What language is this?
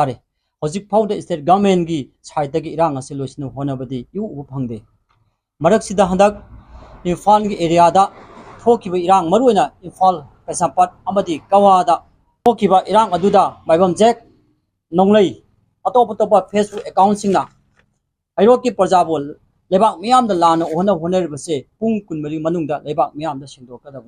Manipuri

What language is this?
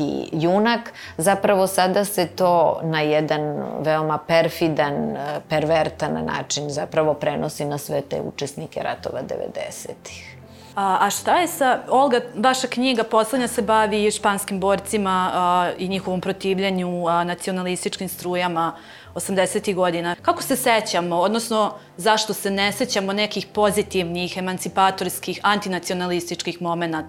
Serbian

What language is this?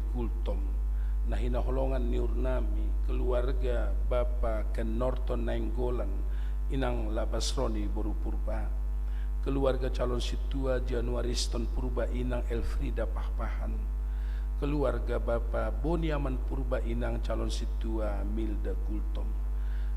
Batak Simalungun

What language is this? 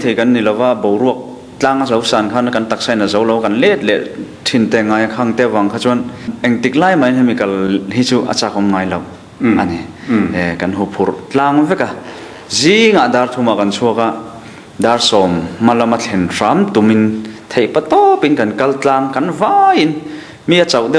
Mizo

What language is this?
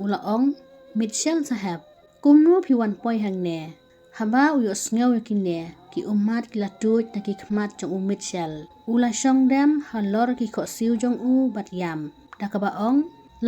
Khasi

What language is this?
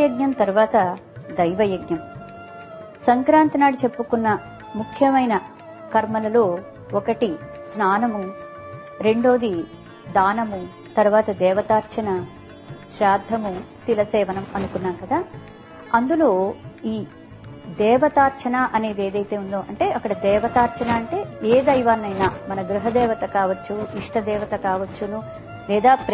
Telugu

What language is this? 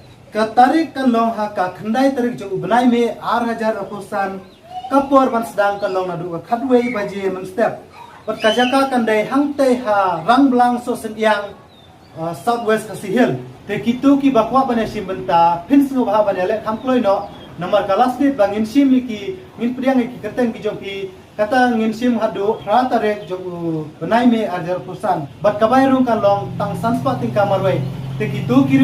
Khasi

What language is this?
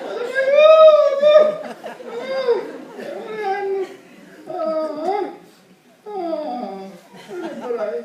Sicilian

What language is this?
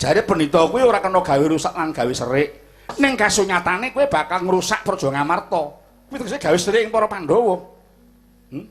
Javanese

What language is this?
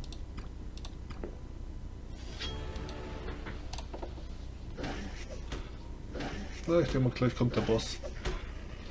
German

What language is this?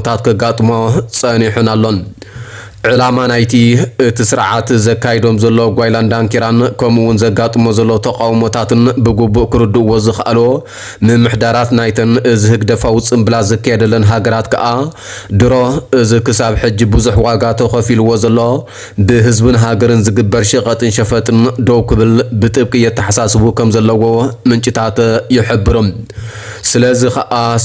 Tigrinya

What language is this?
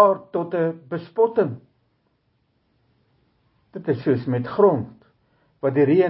Afrikaans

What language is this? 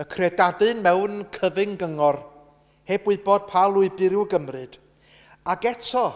Welsh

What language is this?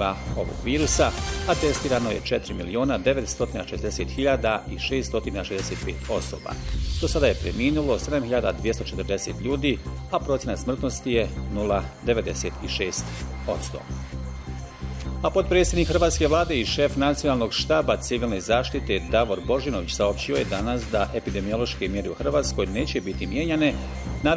Bosnian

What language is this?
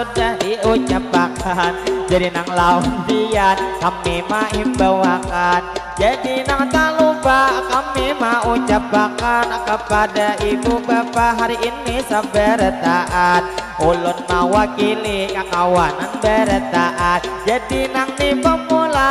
Banjar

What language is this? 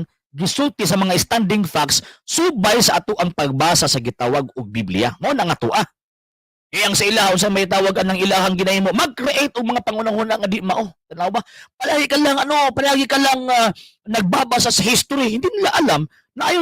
Cebuano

